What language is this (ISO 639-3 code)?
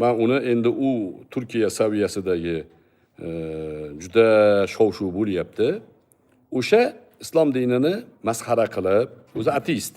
uzb